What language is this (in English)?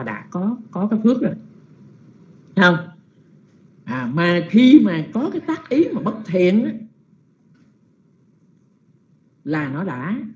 Vietnamese